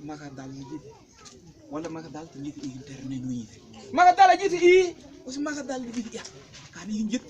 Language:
Mabaan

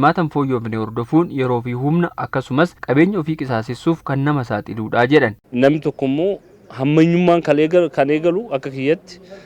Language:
Oromo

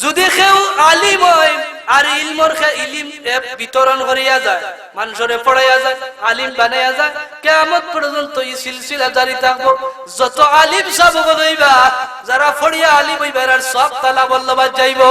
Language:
Sylheti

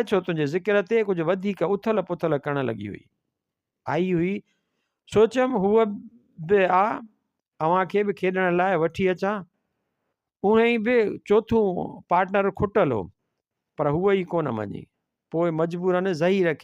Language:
Sindhi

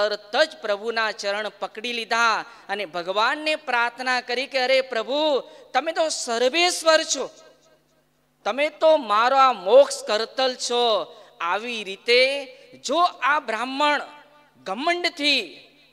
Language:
Gujarati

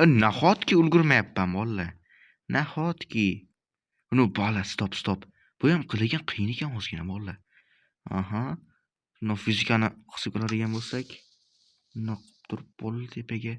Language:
Uzbek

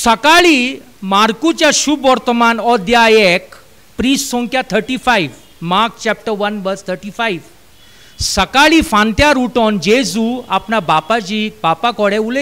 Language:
Konkani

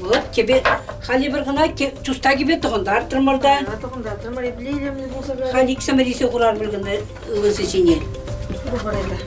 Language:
Chuvash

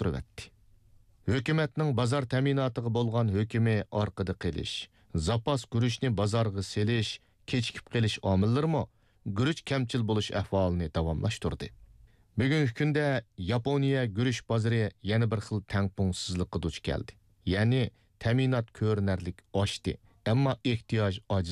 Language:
Uyghur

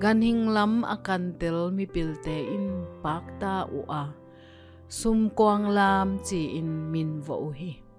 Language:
Tedim Chin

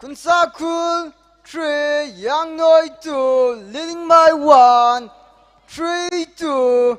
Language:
Tangkhul Naga (India)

